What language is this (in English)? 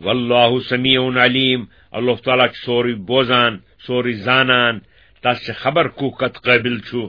Kashmiri